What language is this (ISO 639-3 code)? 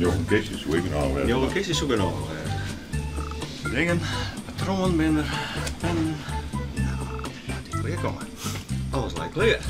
fry